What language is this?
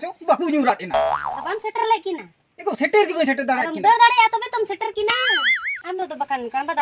Santali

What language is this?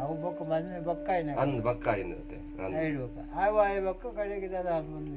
Tulu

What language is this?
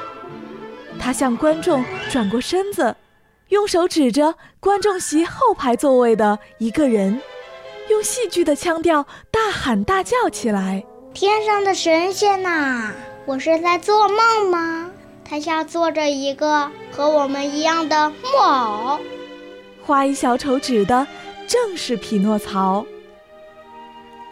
Chinese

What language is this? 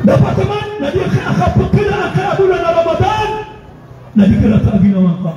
Maranao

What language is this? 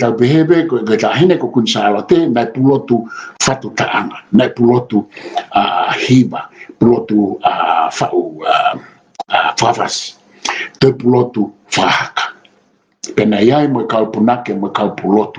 Tongan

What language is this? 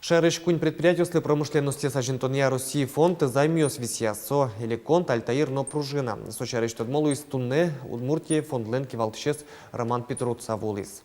Udmurt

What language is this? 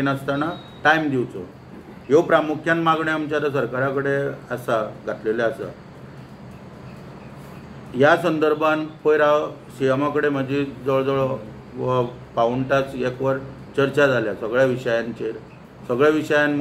Konkani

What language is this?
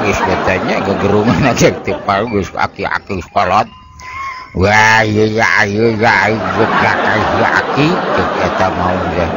Sundanese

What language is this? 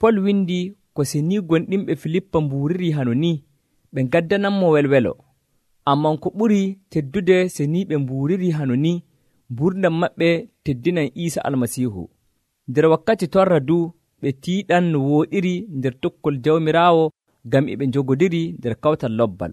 Nigerian Fulfulde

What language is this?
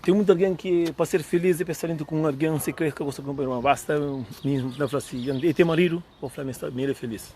Kabuverdianu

